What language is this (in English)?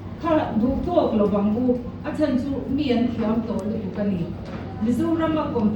Mizo